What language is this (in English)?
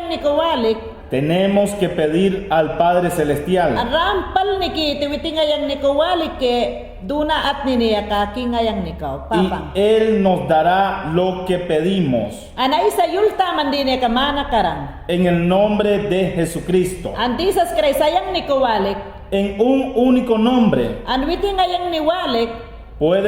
Mayangna